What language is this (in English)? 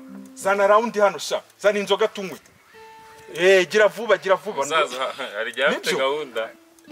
Kinyarwanda